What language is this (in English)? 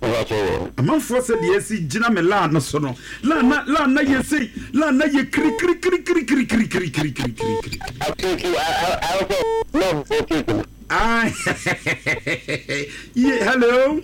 Akan